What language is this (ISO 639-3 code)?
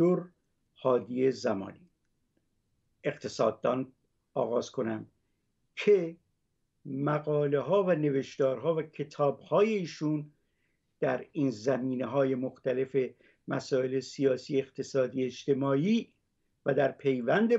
fas